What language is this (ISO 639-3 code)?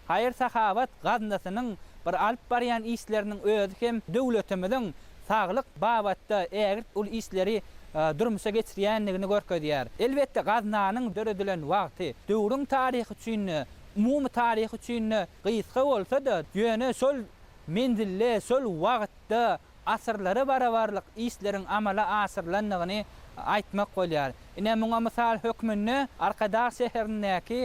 tuk